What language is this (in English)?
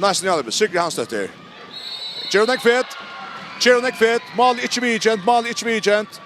Faroese